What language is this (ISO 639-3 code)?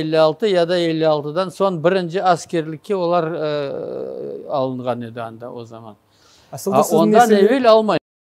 crh